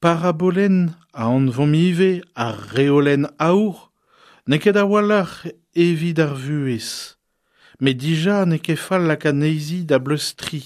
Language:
Breton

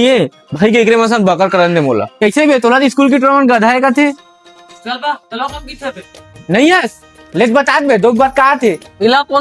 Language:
Chhattisgarhi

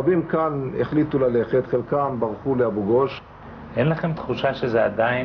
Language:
Hebrew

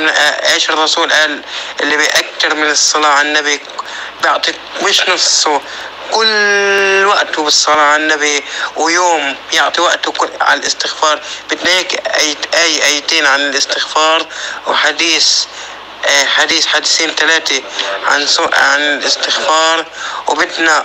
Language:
North Levantine Arabic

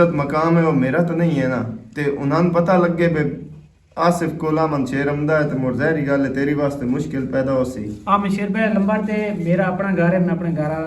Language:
Western Panjabi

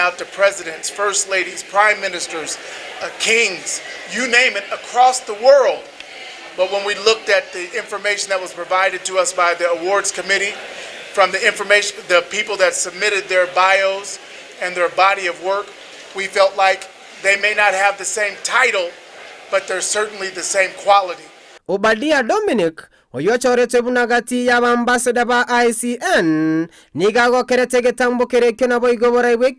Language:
Gusii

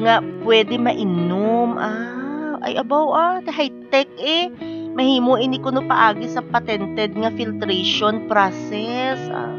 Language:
Hiligaynon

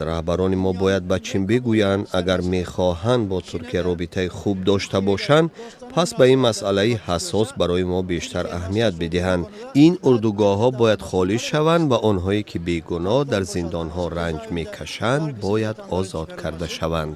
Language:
Tajik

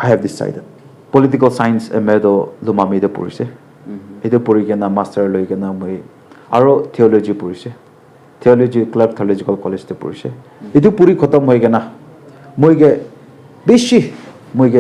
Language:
Naga Pidgin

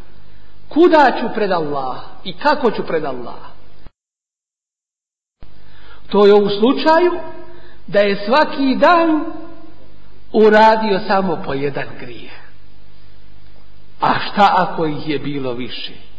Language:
Bosnian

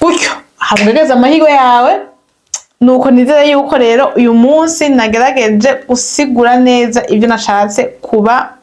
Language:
Rundi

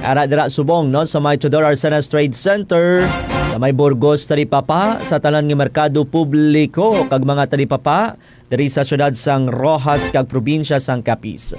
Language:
Hiligaynon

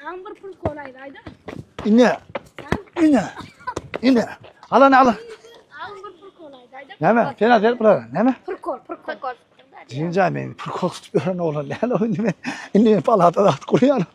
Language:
Turkmen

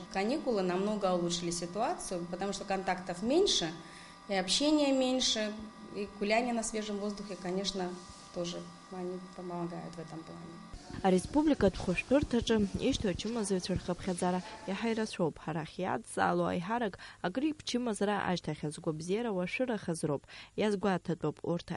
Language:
Abkhazian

